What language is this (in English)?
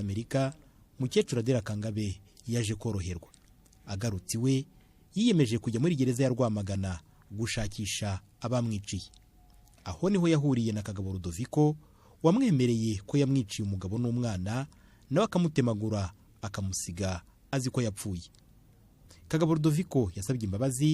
Kinyarwanda